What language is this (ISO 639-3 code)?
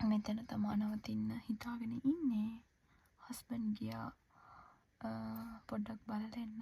sin